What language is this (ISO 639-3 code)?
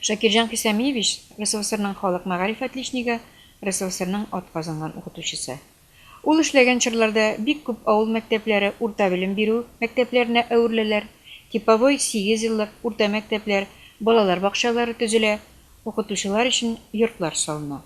tat